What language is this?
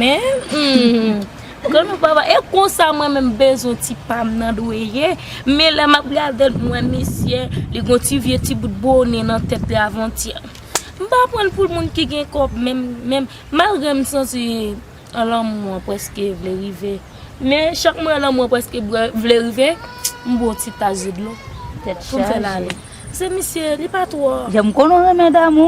Haitian Creole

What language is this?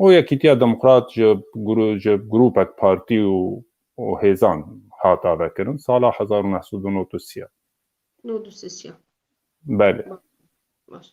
Kurdish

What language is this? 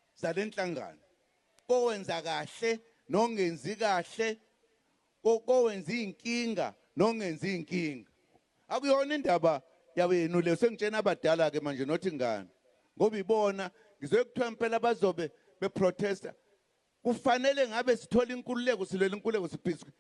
Zulu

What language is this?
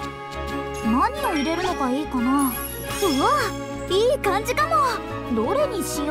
Japanese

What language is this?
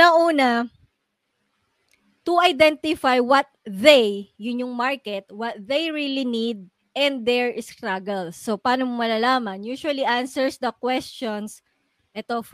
Filipino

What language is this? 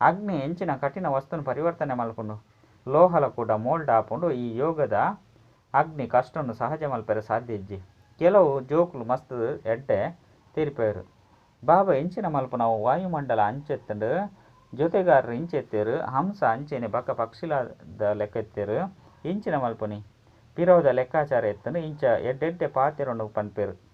Tulu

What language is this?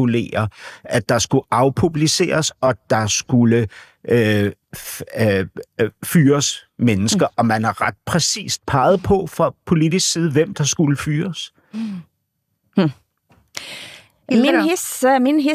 Danish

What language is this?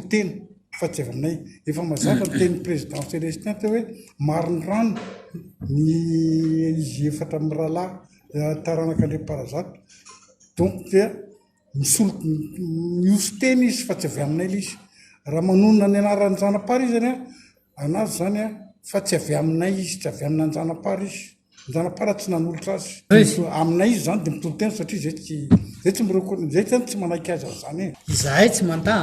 Malagasy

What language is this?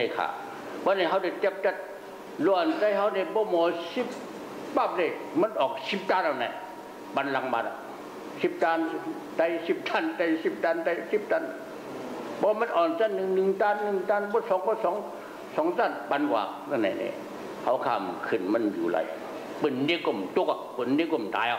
Shan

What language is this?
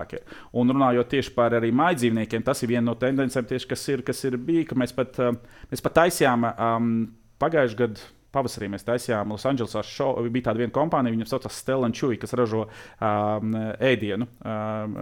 Latvian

